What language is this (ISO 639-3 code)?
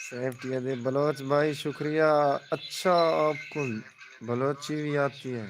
skr